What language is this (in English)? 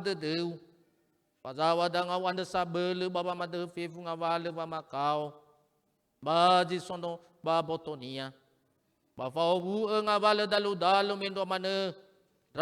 Nias